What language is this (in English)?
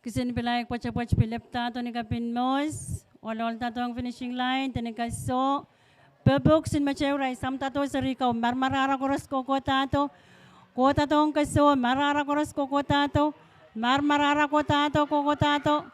Pohnpeian